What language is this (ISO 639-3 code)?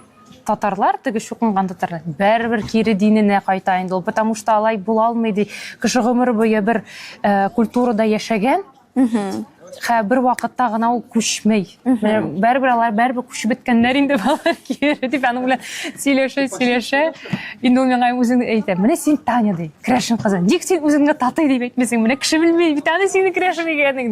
tat